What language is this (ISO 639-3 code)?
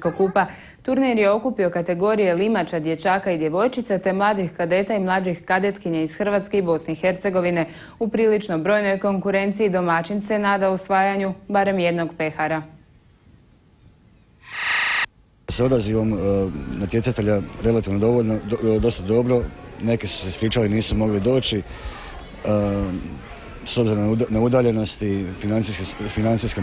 hrv